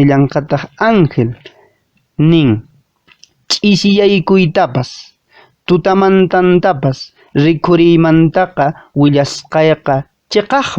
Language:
Quechua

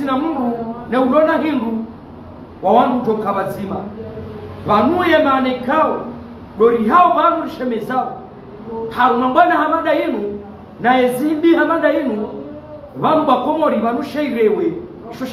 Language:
Ngazidja Comorian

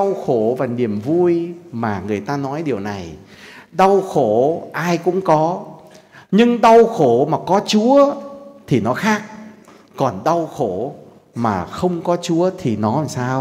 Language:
Vietnamese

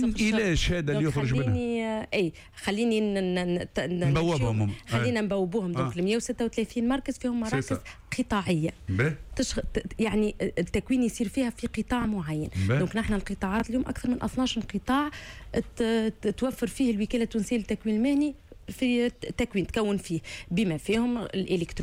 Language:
Tunisian Arabic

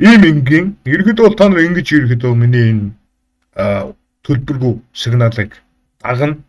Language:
Mongolian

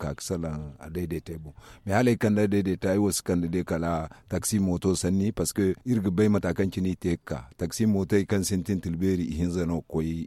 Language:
Zarma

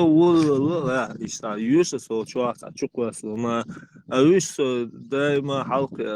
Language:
Chechen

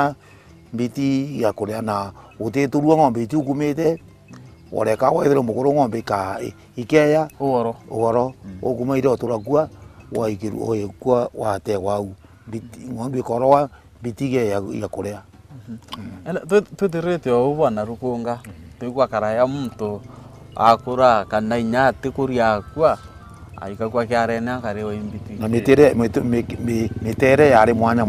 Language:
Meru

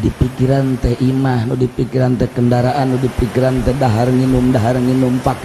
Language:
Sundanese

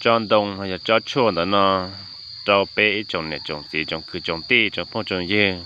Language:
Hmong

